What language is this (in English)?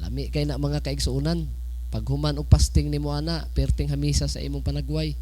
Cebuano